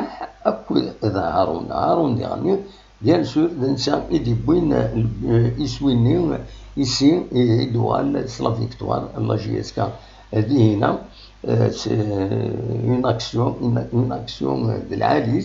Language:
Kabyle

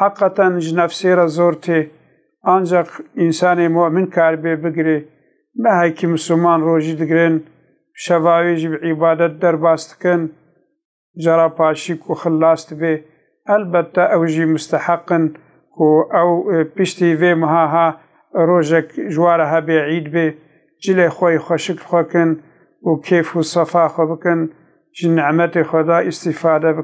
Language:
Kurdish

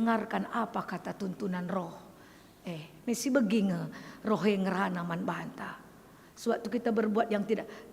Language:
Batak Karo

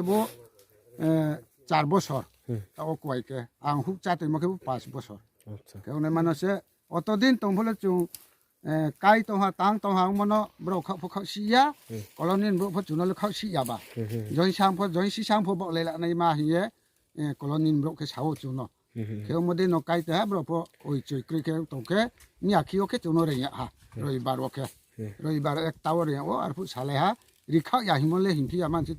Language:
Riang (India)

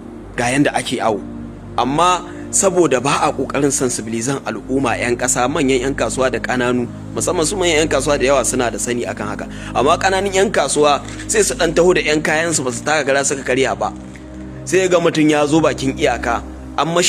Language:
Hausa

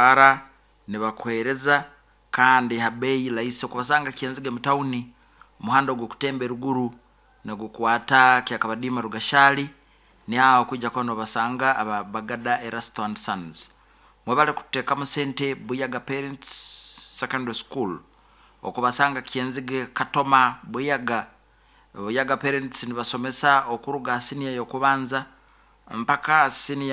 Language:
Nyoro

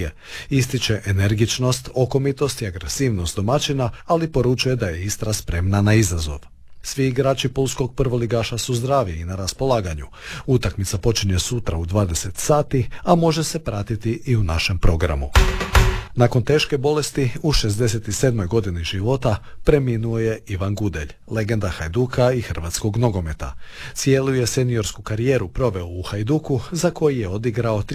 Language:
Croatian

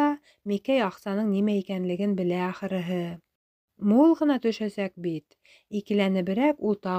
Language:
Bashkir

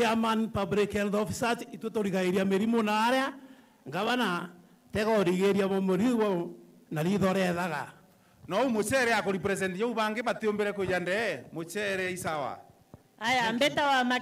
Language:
Meru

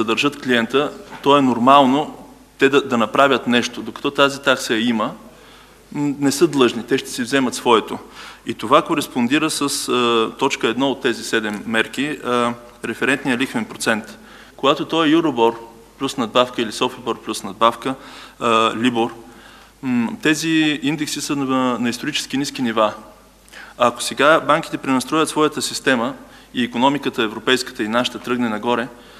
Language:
Bulgarian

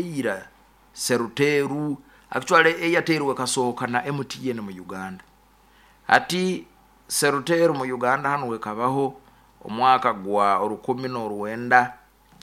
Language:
Nyoro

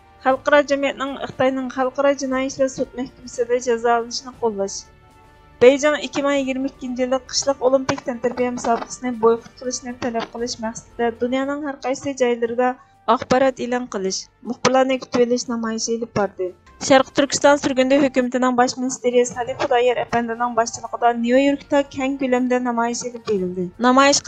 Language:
Uyghur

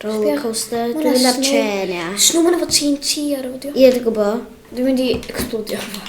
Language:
Welsh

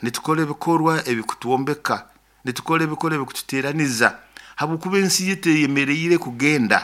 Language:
Nyoro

